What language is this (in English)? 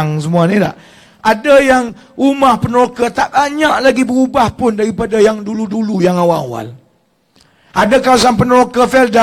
Malay